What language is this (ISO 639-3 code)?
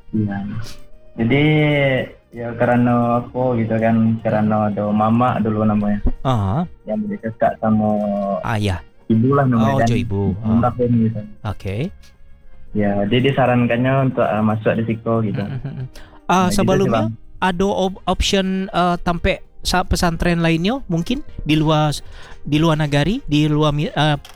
ind